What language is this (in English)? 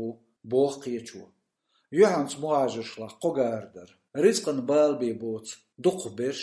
Chechen